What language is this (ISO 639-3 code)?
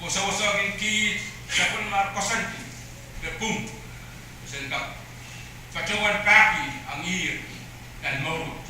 pon